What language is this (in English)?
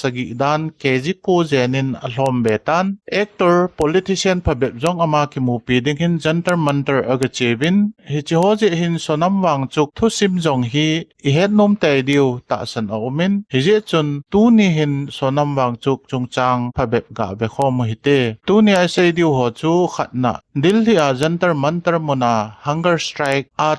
Thado Chin